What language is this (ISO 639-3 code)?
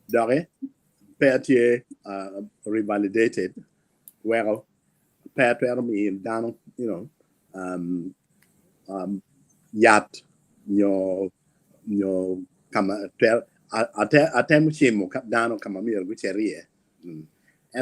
ach